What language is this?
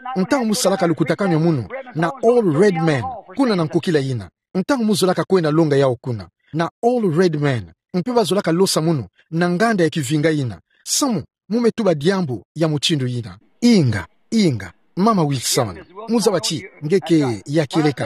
Kituba (Democratic Republic of Congo)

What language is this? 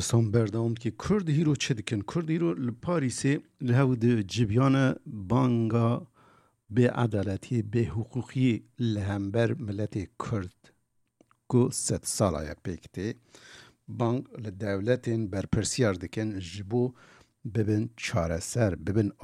Kurdish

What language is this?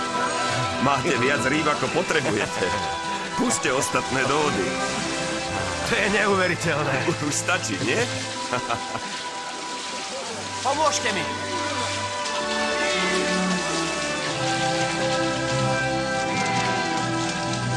Slovak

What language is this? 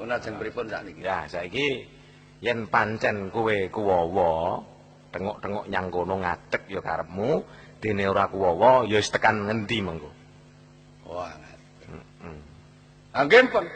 Javanese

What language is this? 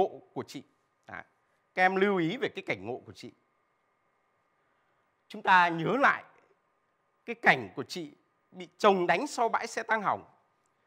Vietnamese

